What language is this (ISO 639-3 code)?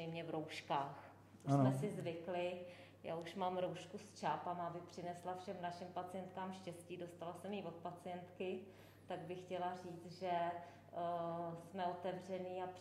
ces